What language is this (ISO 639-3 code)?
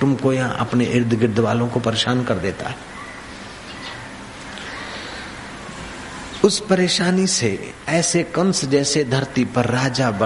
hin